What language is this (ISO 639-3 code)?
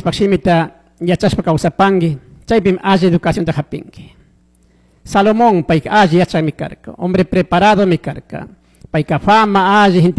qug